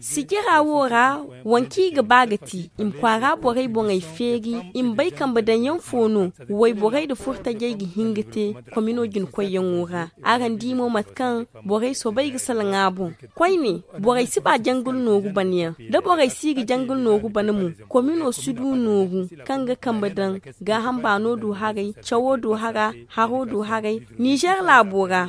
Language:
Zarma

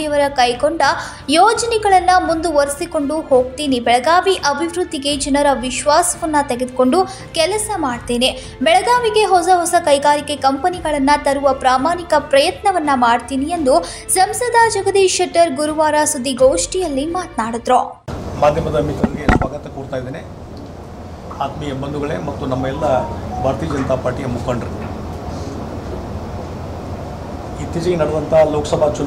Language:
Kannada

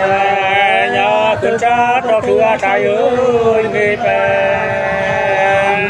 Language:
Nung (Viet Nam)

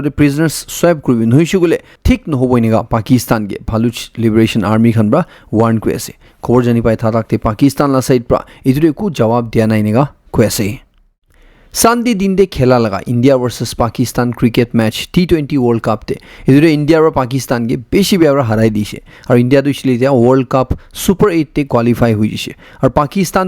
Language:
Naga Pidgin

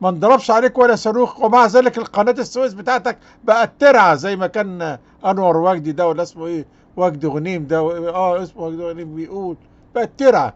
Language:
Egyptian Arabic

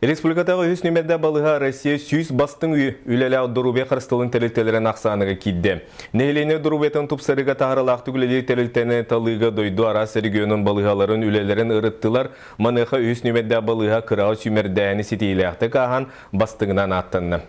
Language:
Yakut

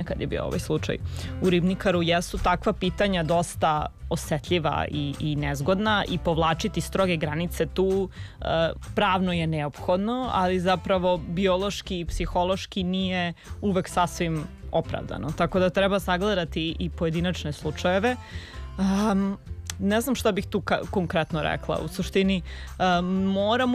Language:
Serbian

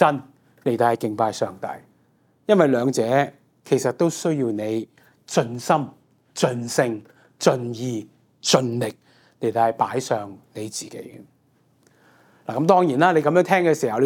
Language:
Cantonese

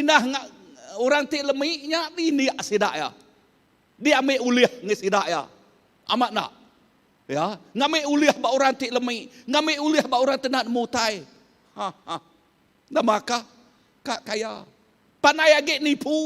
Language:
Iban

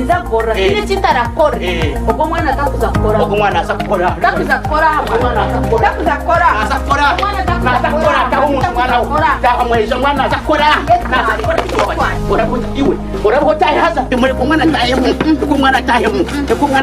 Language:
Nyankole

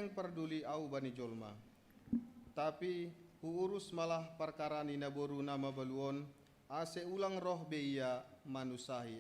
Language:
Batak Simalungun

